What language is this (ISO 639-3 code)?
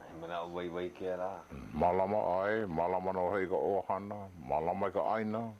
haw